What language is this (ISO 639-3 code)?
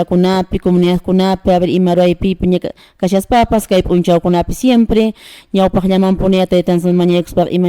que